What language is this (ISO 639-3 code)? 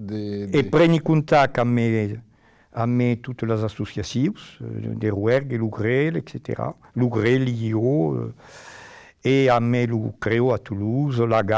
oci